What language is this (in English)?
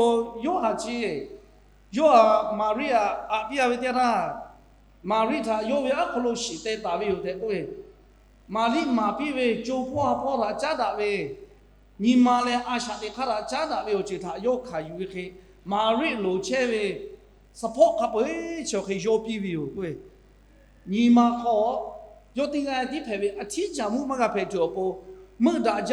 Lahu